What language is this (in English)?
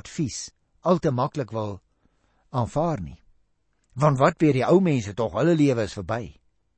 Afrikaans